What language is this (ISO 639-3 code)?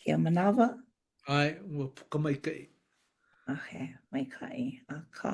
haw